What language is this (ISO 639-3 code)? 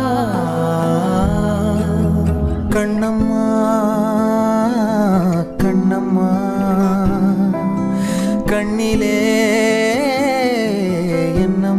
tam